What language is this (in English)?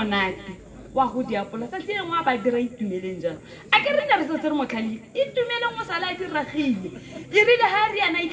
Tswana